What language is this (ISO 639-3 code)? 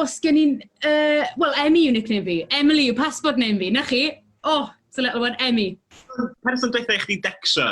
cym